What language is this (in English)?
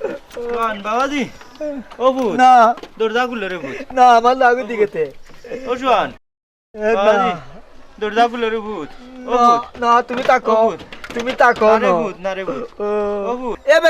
Sylheti